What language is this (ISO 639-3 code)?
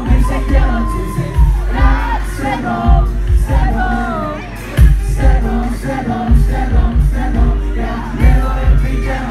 ces